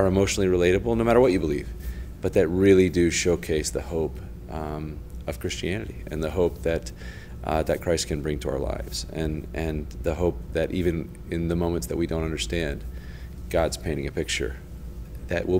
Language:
English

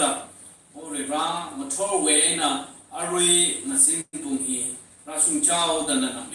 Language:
Tangkhul Naga (India)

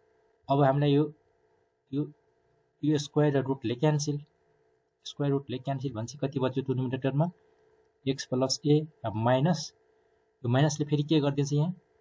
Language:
Nepali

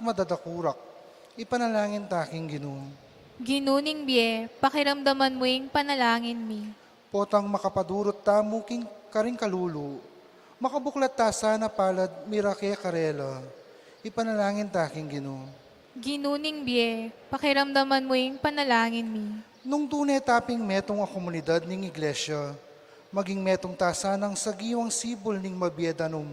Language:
Pampanga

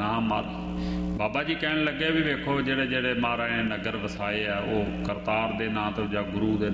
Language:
Punjabi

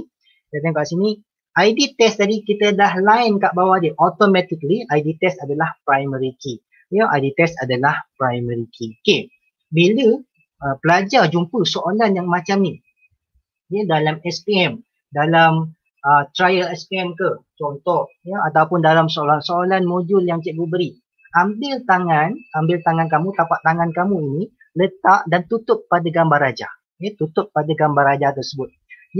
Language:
Malay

